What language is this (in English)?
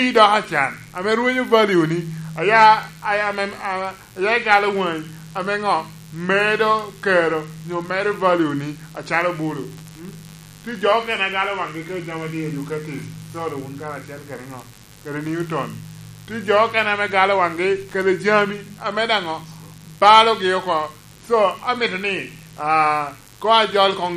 Lango (Uganda)